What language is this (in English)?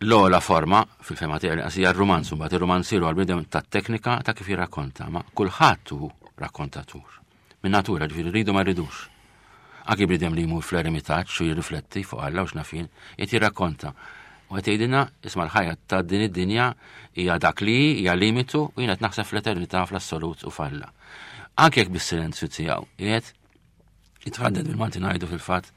Maltese